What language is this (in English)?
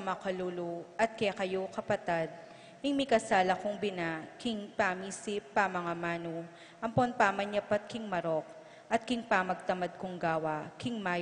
Pampanga